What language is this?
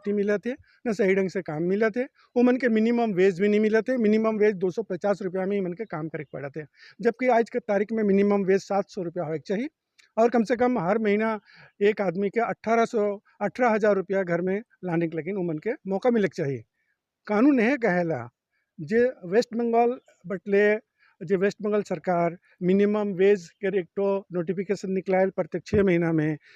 Sadri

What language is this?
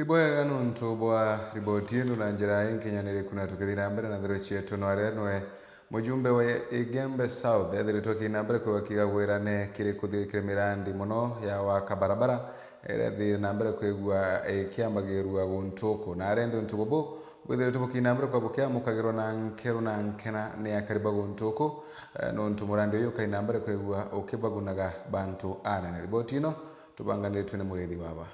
Meru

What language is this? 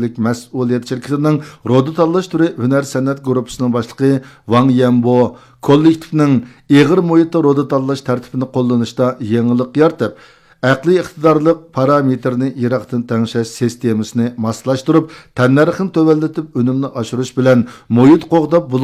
Uyghur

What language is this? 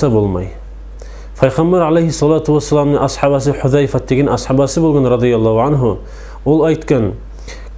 Kumyk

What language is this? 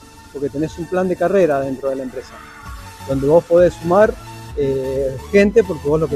Spanish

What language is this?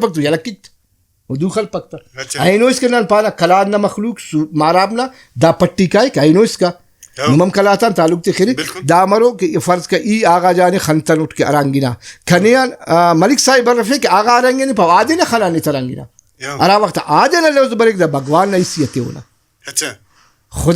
Brahui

